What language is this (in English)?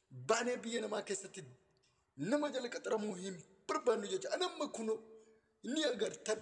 Oromo